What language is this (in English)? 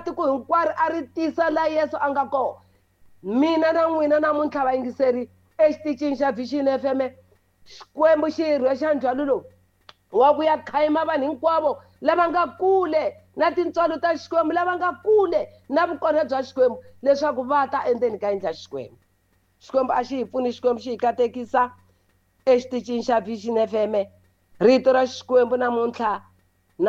Tsonga